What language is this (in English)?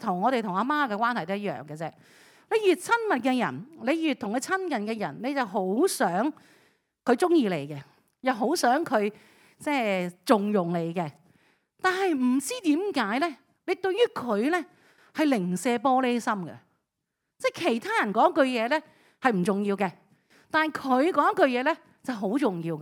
Cantonese